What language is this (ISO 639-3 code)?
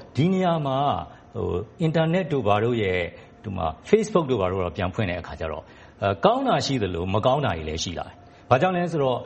mya